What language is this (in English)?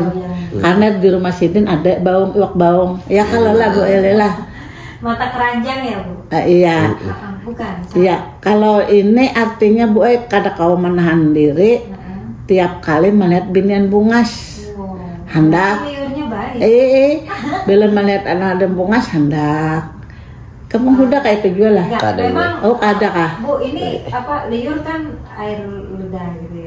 Banjar